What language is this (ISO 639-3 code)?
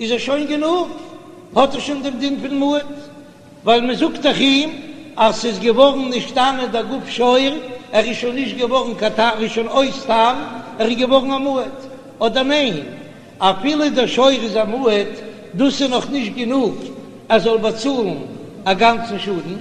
yid